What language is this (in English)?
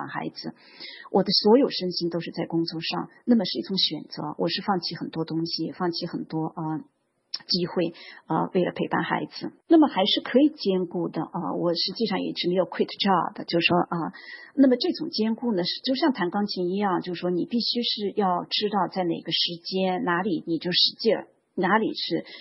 Chinese